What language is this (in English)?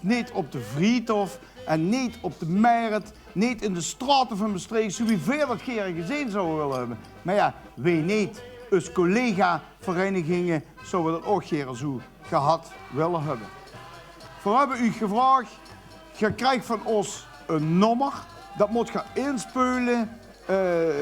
Limburgish